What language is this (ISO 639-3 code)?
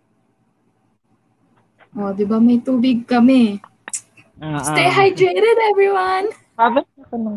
fil